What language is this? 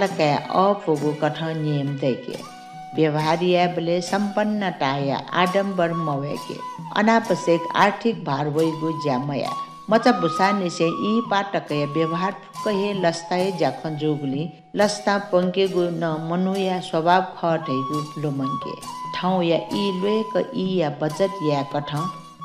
Newari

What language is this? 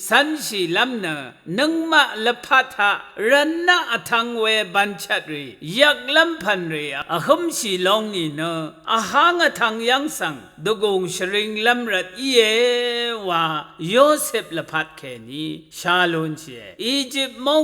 Rawang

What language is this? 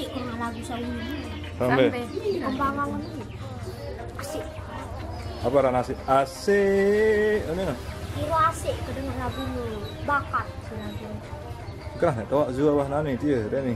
Sasak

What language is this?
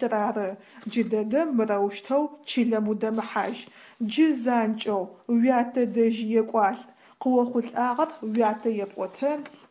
Adyghe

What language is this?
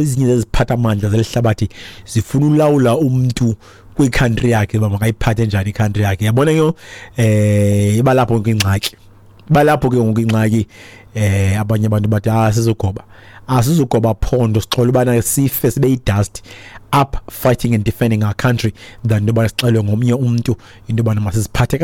Xhosa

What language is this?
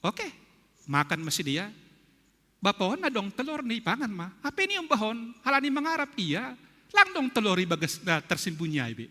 Batak Simalungun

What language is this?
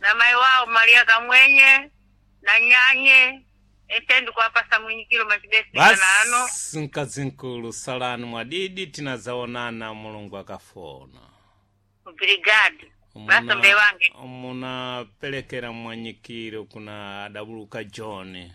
Sena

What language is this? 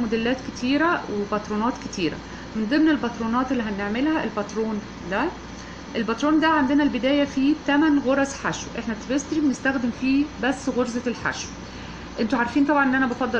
Egyptian Arabic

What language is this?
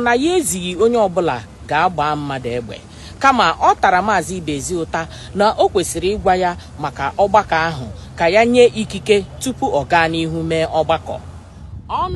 Igbo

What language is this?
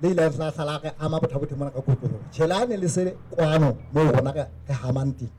Southern Sotho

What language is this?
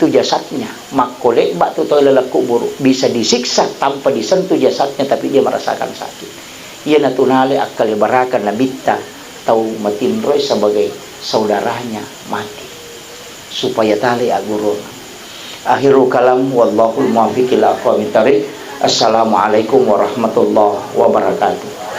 Buginese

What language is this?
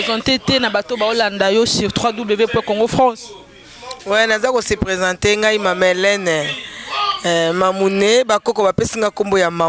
Lingala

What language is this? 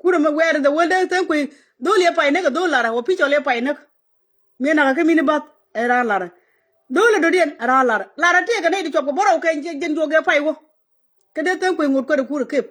Nuer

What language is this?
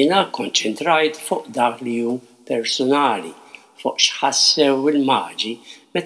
Maltese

